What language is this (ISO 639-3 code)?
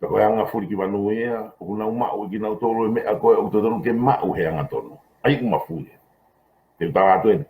ton